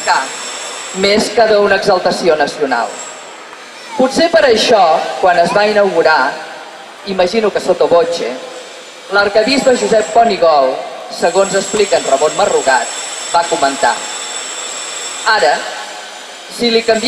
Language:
Catalan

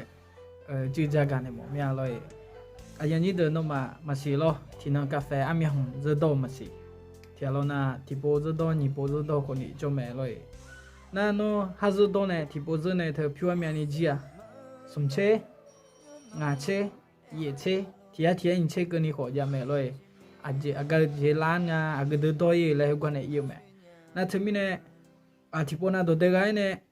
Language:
Akha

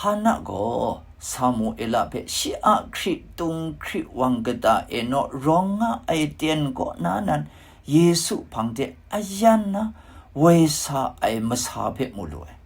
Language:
Kachin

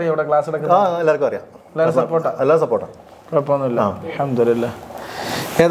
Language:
Malayalam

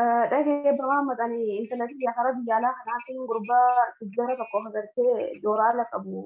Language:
Oromo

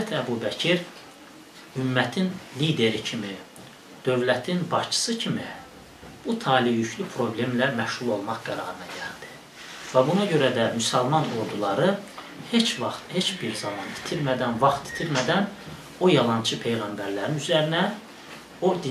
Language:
Azerbaijani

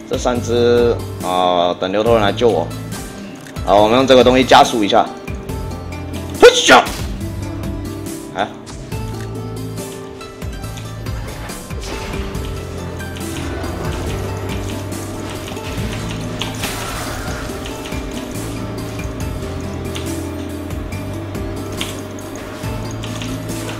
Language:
Chinese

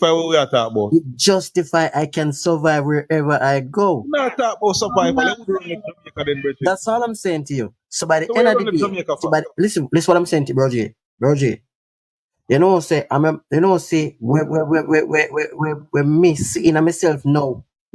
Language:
Jamaican Creole English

